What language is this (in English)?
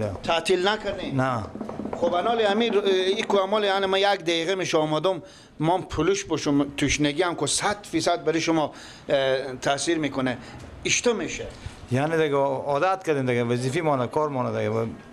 Persian